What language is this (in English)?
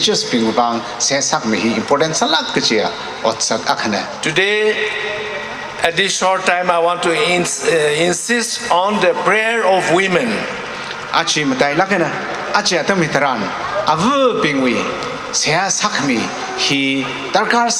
Tangkhul Naga (India)